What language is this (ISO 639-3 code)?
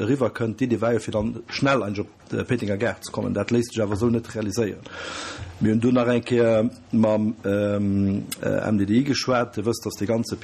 ltz